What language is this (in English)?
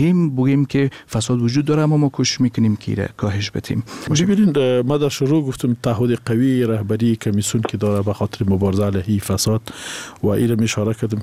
Persian